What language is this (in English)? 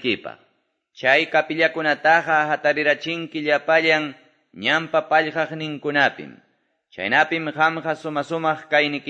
Quechua